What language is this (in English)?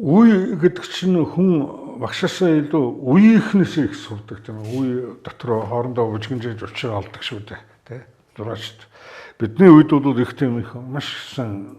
Mongolian